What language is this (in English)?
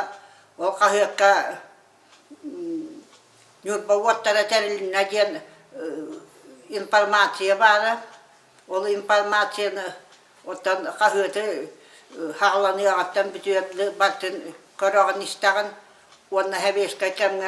Yakut